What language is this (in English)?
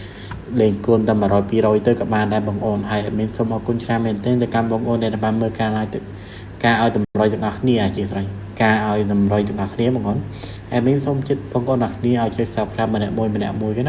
Khmer